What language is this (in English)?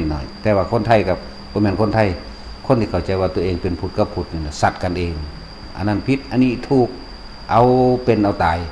Lao